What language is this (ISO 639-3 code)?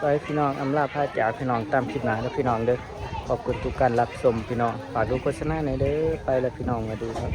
tts